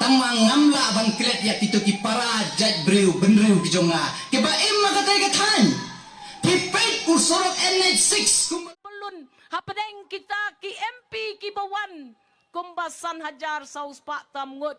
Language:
Khasi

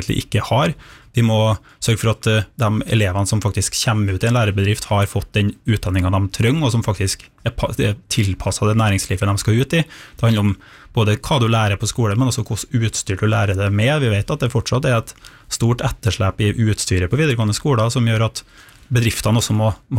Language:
Norwegian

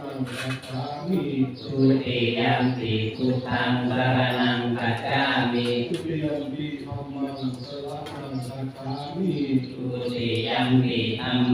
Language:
Pali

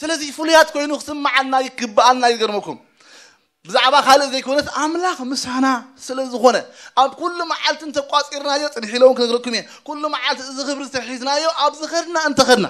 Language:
Tigrinya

